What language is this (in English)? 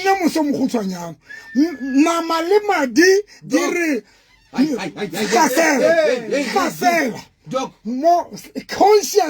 Southern Sotho